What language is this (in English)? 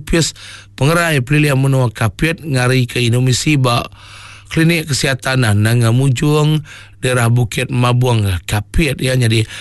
Iban